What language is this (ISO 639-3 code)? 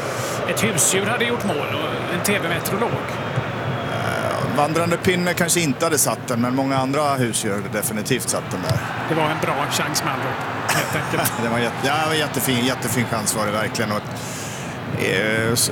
swe